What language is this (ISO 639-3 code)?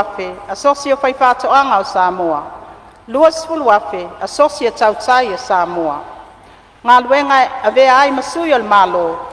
smo